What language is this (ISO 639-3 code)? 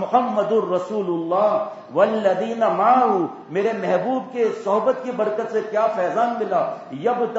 urd